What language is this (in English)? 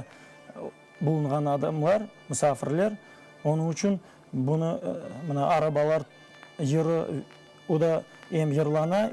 Crimean Tatar